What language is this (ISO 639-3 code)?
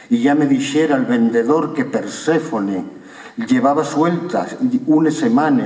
ast